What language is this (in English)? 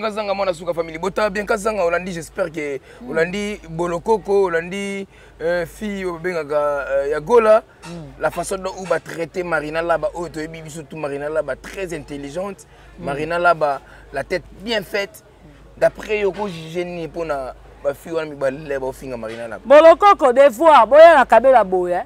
Lingala